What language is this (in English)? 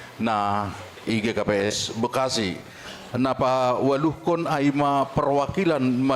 Batak Simalungun